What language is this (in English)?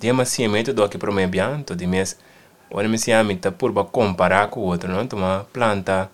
Papiamento